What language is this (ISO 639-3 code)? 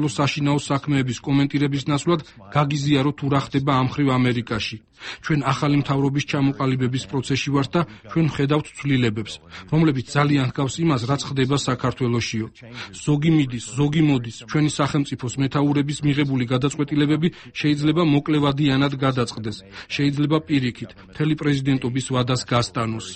kat